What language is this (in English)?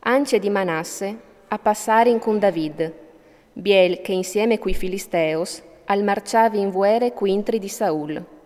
Friulian